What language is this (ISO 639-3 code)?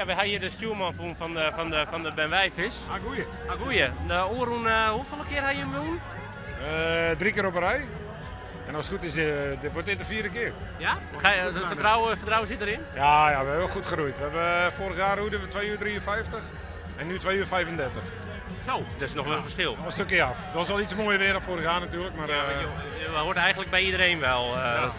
fry